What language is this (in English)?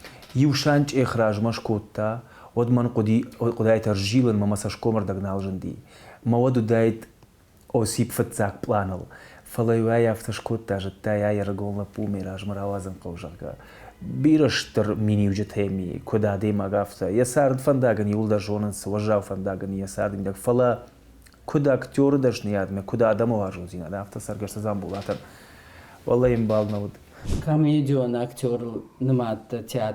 Ossetic